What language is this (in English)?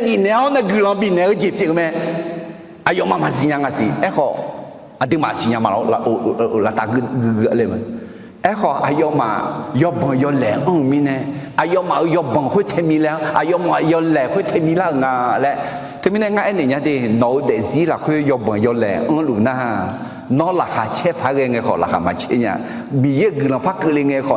Akha